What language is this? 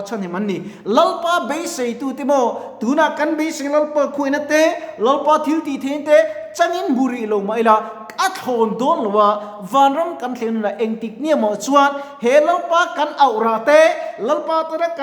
Mizo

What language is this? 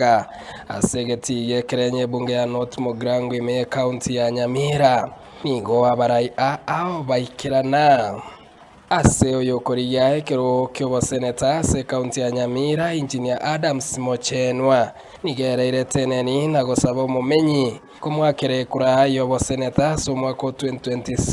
Gusii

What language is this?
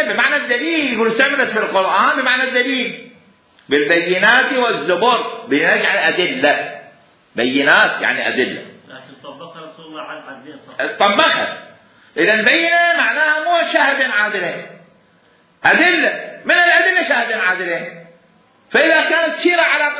Mesopotamian Arabic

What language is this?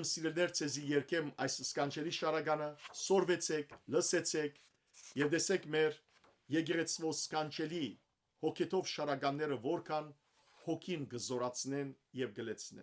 Western Armenian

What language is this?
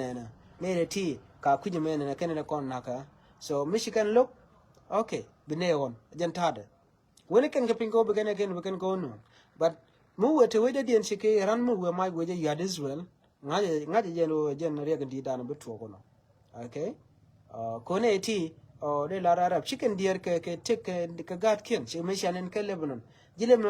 Nuer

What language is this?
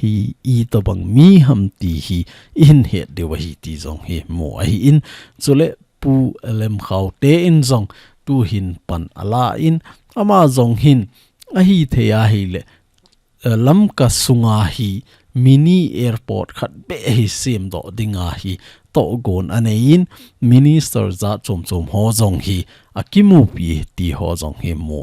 Thado Chin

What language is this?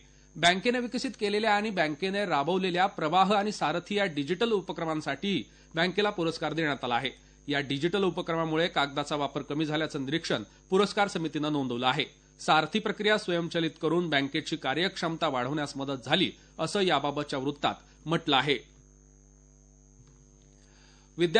Marathi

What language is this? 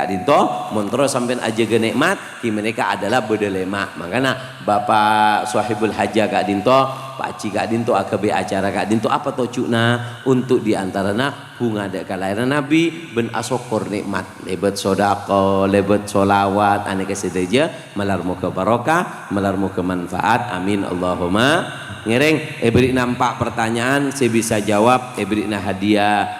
Madurese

